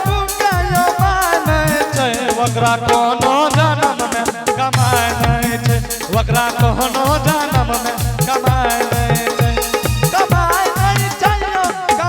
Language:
Angika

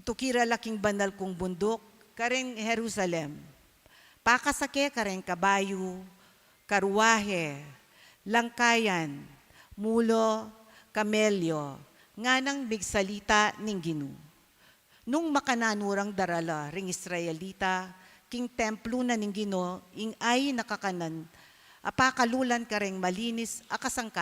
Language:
Pampanga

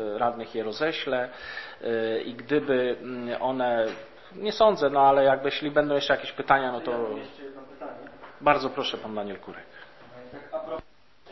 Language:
Polish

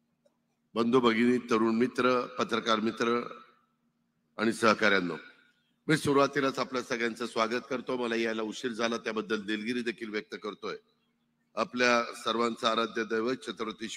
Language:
Marathi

